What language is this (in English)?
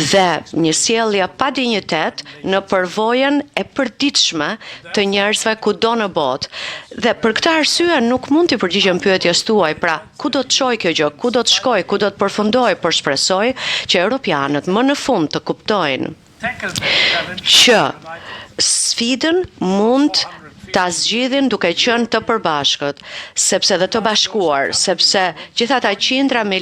Albanian